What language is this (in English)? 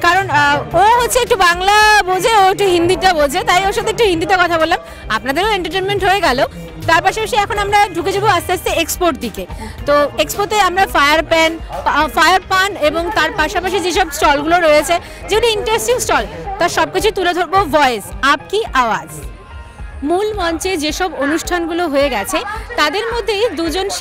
Bangla